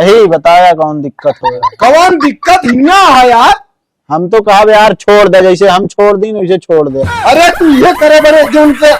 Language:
Awadhi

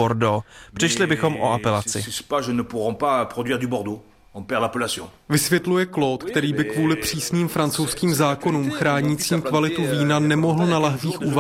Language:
Czech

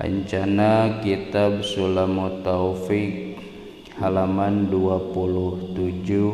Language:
Sundanese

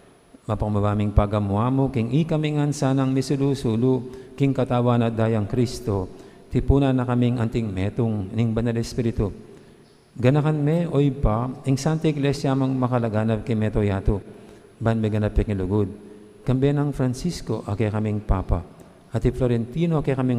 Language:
Pampanga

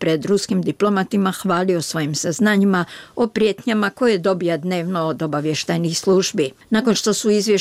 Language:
Bosnian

